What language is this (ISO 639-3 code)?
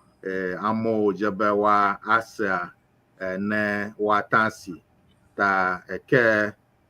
ewe